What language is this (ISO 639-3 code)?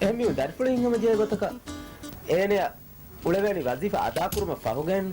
div